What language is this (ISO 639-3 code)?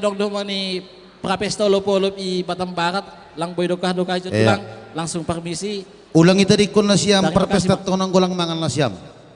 bts